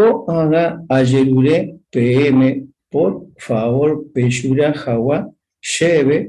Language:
Guarani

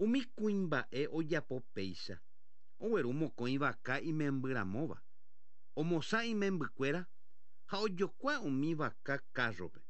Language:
Guarani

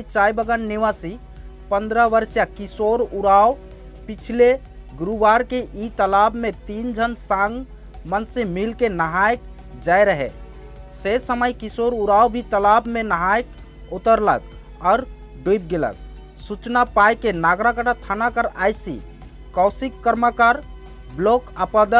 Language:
Sadri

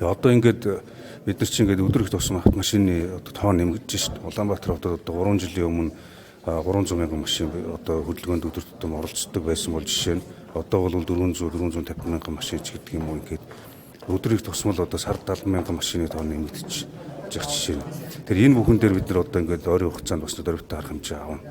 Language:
Mongolian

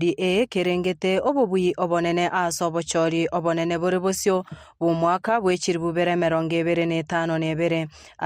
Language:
Gusii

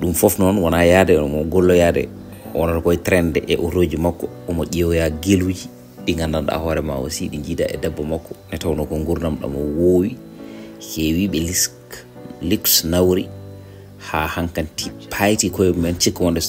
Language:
Fula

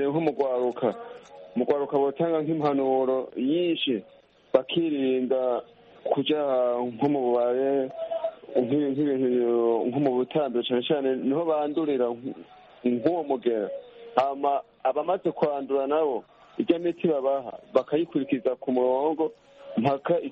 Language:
Kinyarwanda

